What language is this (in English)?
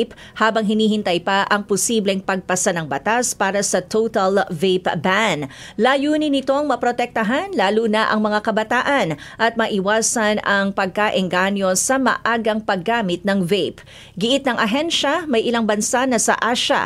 Filipino